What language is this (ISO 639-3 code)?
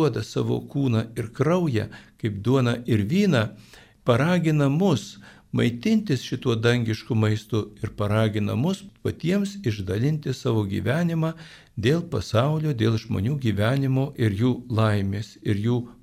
lit